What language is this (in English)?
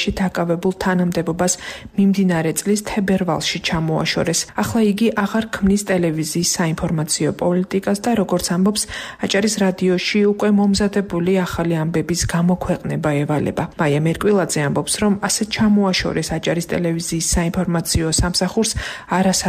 Georgian